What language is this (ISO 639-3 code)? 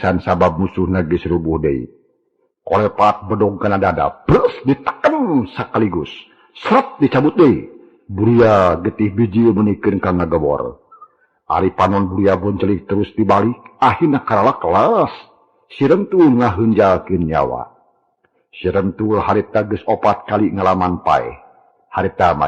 sun